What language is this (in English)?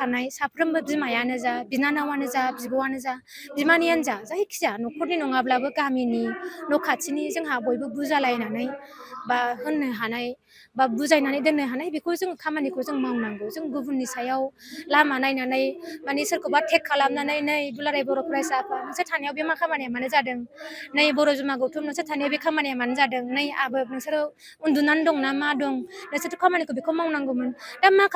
Bodo